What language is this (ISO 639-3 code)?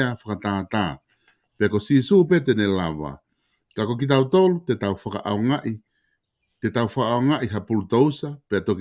ton